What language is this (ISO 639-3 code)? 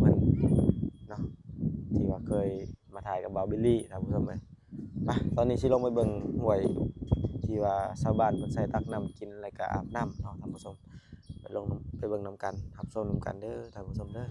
lao